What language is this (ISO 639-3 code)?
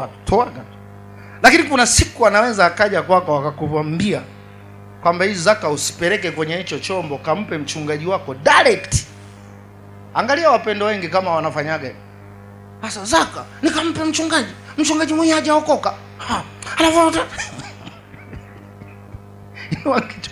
swa